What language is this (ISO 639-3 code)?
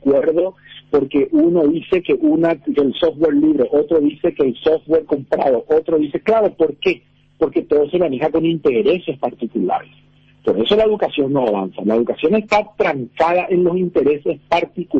spa